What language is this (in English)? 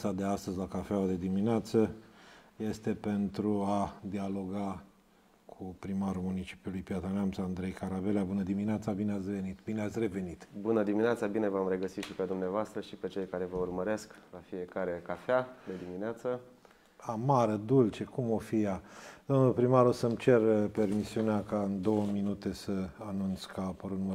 Romanian